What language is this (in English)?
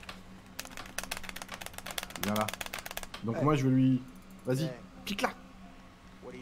French